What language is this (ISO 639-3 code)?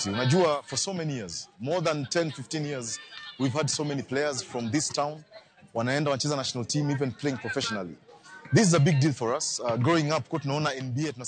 luo